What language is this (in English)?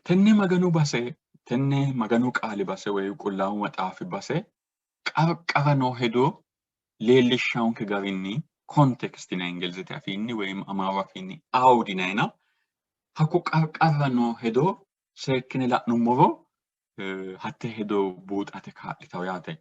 Sidamo